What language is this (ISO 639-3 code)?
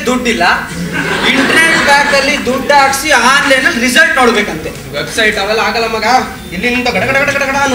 kan